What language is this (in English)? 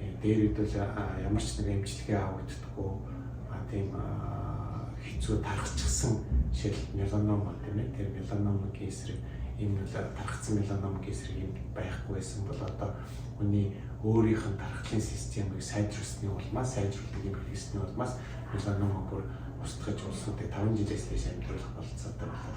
Mongolian